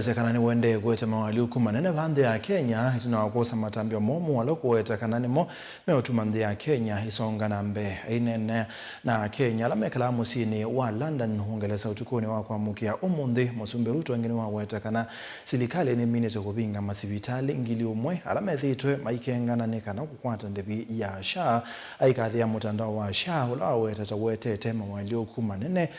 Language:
Kamba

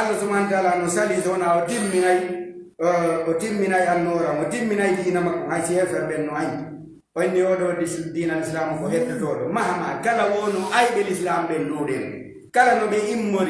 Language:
Fula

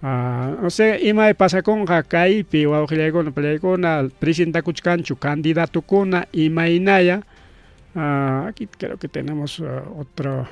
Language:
Ayacucho Quechua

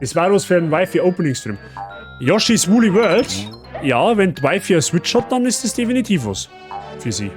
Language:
Bavarian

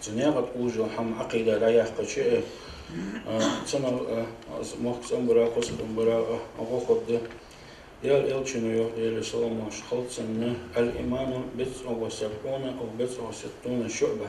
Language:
Ingush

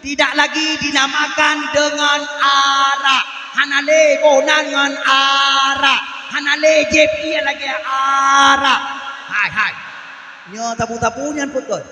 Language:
Achinese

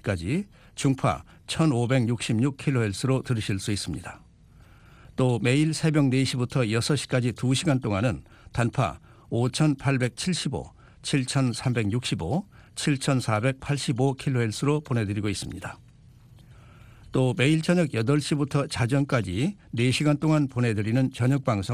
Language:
Korean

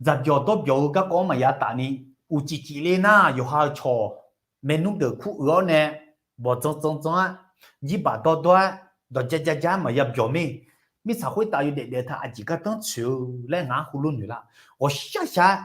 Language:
Akha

